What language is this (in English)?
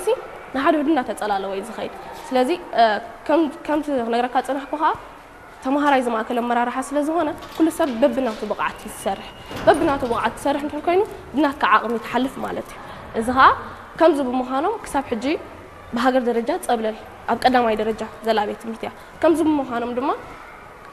Tigrinya